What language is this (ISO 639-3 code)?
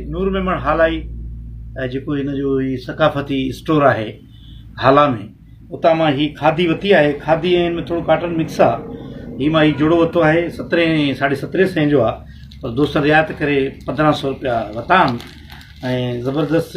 snd